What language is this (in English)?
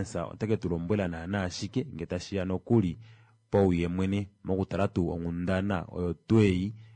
Kuanyama